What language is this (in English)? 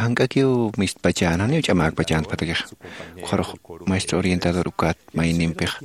Aymara